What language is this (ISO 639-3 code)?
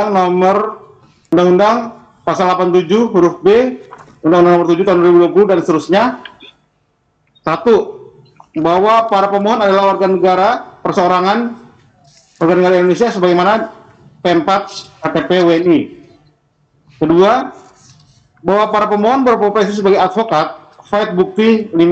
ind